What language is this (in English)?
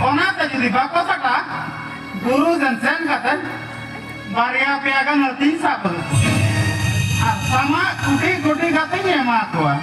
Santali